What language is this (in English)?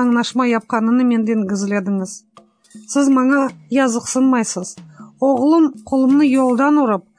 Crimean Tatar